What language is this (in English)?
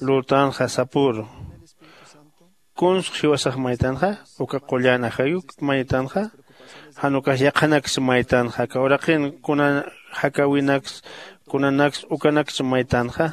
Aymara